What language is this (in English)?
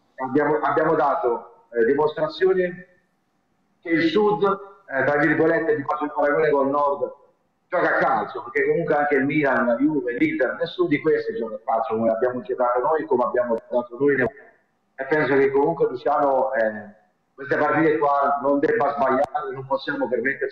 Italian